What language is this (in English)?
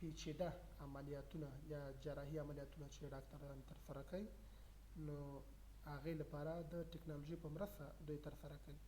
Pashto